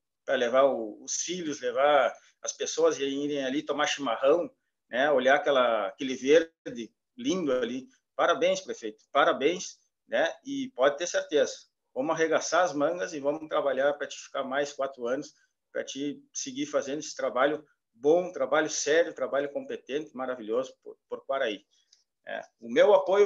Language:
Portuguese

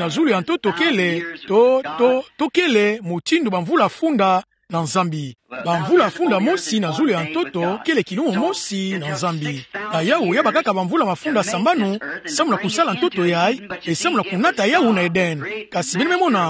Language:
Kituba (Democratic Republic of Congo)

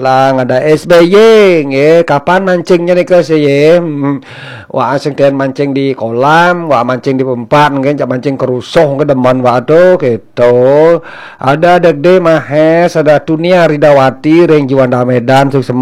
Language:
Balinese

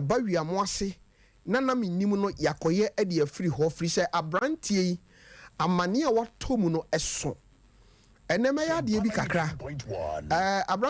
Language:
Akan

